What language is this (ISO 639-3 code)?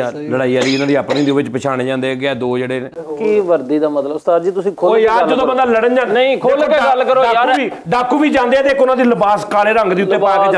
pan